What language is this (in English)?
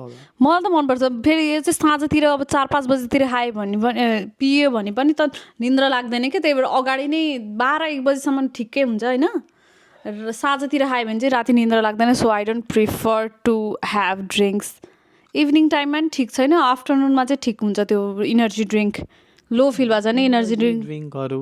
Nepali